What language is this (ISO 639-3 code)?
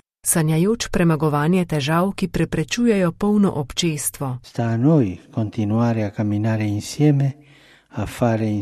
slv